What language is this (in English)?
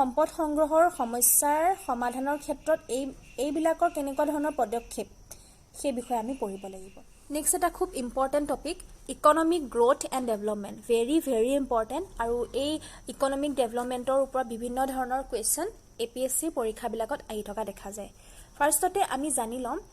Assamese